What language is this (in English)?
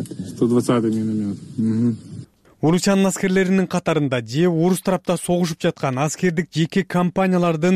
Kyrgyz